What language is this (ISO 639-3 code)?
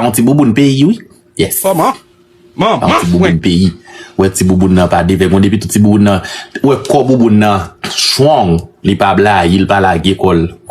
hat